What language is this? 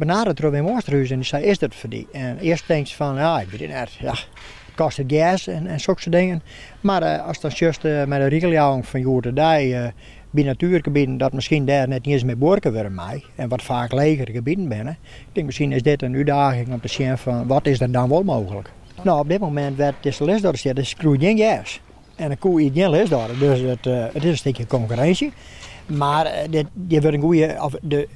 Western Frisian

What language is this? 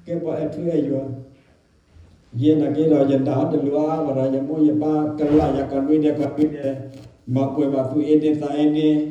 S'gaw Karen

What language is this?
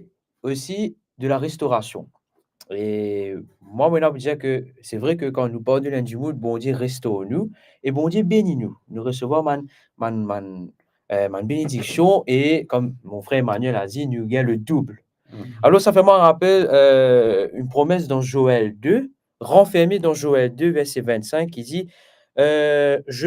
Morisyen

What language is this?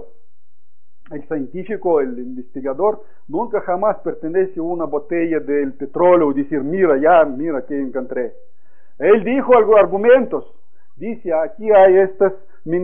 Spanish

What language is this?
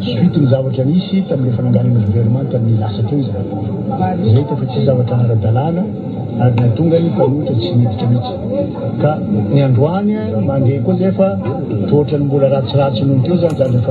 Malagasy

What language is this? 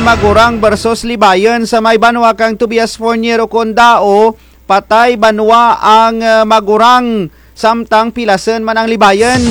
Kinaray-a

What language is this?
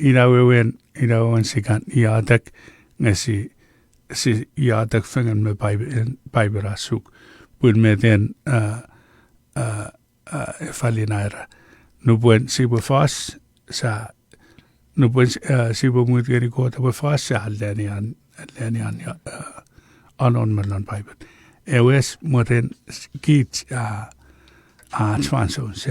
Chuukese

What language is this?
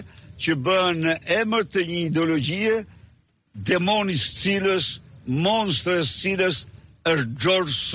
Albanian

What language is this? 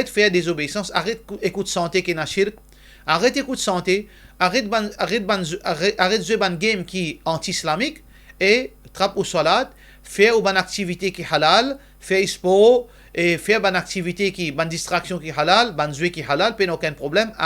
Morisyen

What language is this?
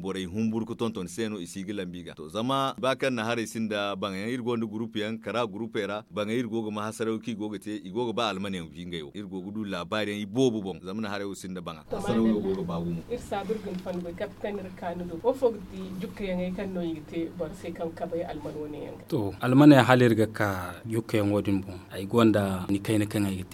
Zarma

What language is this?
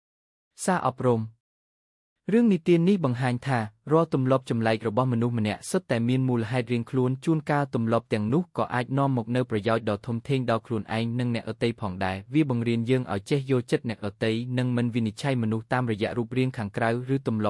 Khmer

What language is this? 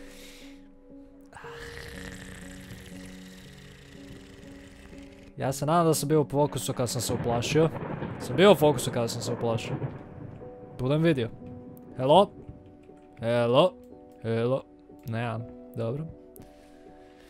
Croatian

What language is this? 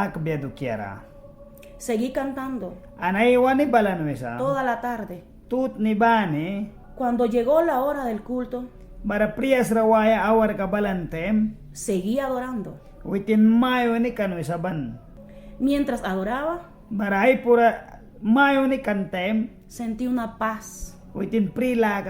Mískito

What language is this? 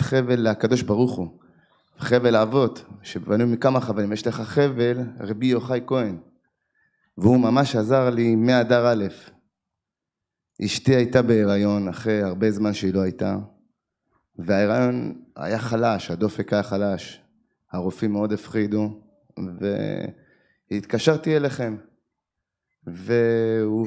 Hebrew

